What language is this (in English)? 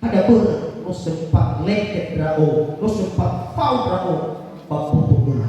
Nias